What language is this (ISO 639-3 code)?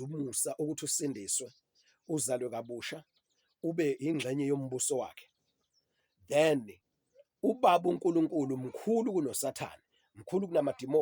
zul